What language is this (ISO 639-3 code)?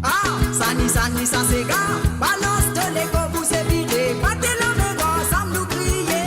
mfe